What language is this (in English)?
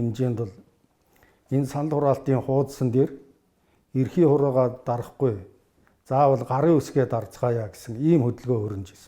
Mongolian